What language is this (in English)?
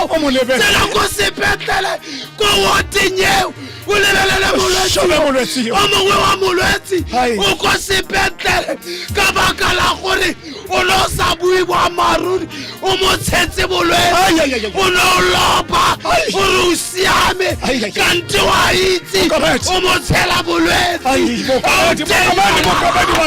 Tswana